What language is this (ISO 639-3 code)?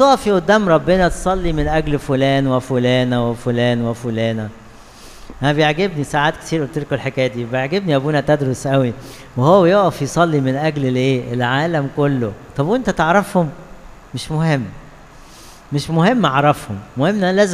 arz